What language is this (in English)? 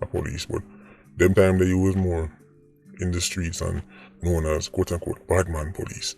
Jamaican Creole English